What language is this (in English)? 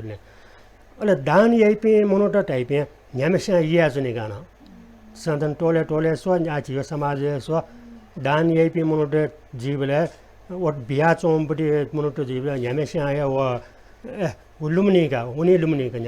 Newari